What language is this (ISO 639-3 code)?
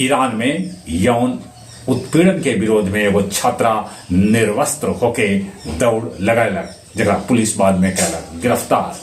mag